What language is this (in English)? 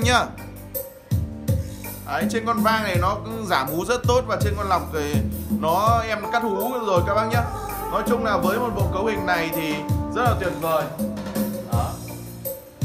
Vietnamese